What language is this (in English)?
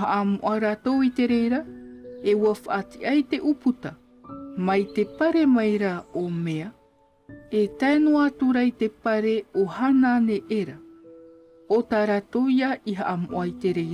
Tahitian